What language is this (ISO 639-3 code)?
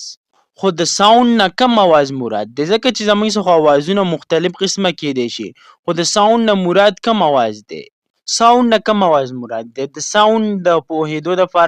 pus